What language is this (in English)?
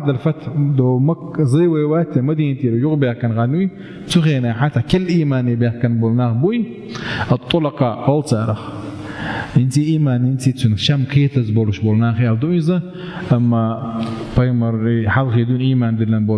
Chechen